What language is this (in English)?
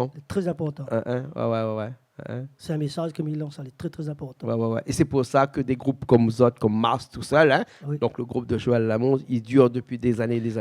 Réunion Creole French